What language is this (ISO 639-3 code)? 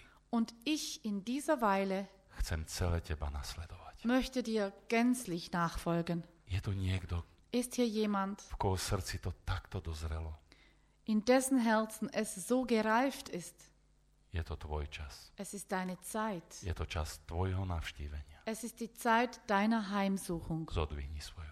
slk